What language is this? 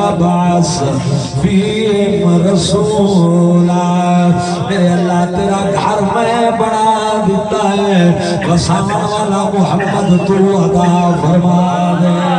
Saraiki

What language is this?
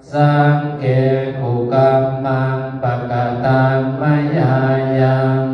Pali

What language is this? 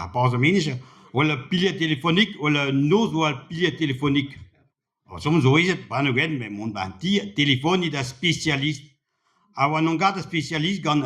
Breton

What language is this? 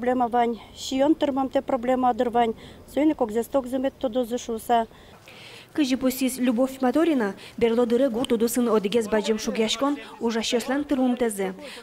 Udmurt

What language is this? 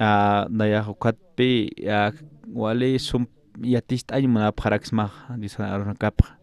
Aymara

